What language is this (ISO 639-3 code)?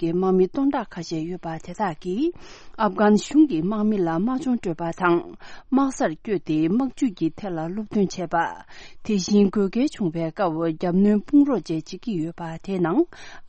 bod